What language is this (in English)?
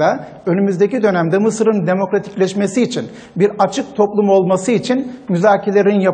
Turkish